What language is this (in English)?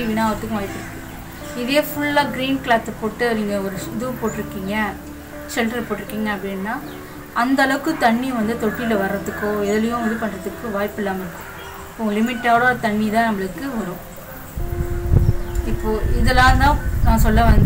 Tamil